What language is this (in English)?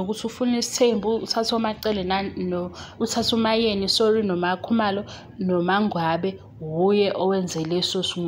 Zulu